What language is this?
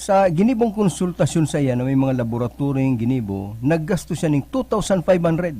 Bikol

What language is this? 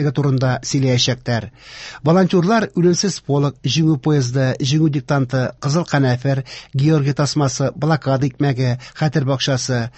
Tatar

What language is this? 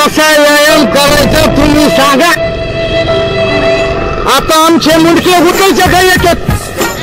Marathi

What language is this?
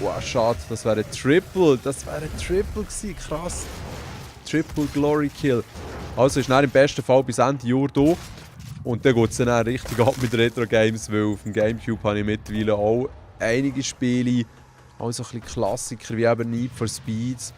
Swiss German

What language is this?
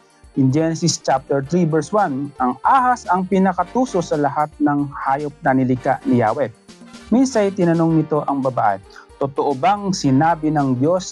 Filipino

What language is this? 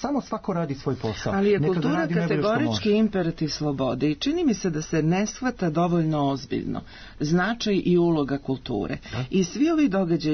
Serbian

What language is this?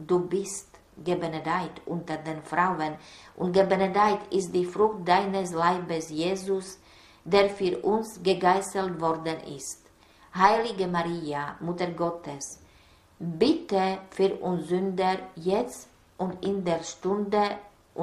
German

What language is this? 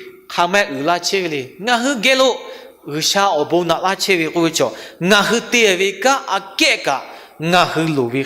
Lahu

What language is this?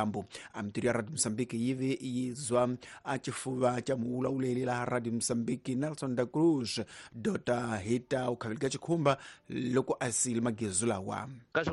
Tsonga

